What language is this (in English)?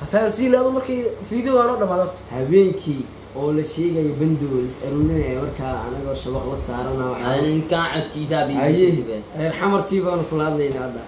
Somali